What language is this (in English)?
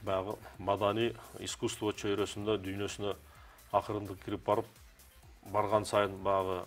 Kyrgyz